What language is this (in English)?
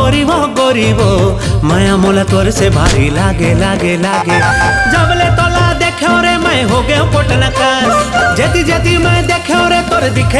Chhattisgarhi